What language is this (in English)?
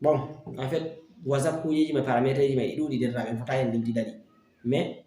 Fula